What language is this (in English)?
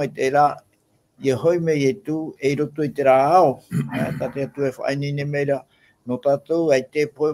Tahitian